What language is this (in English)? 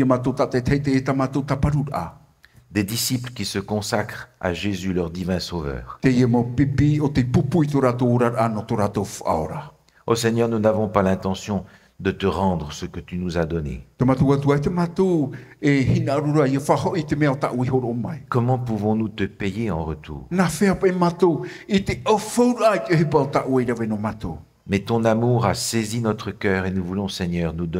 Tahitian